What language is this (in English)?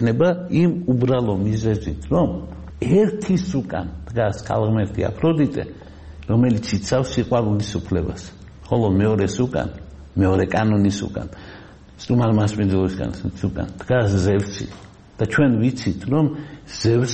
Georgian